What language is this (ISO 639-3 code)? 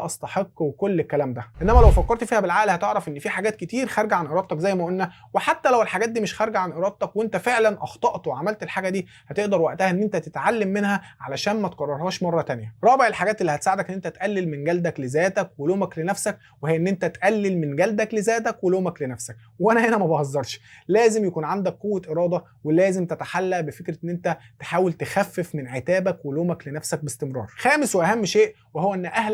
arz